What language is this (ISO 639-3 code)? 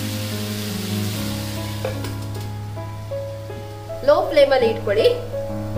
kan